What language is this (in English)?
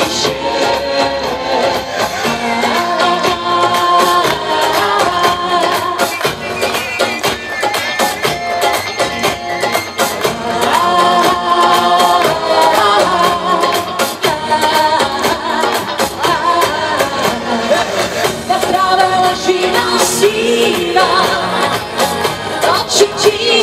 Slovak